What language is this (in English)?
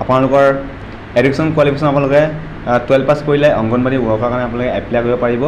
Assamese